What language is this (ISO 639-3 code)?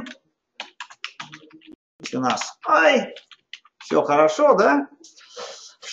rus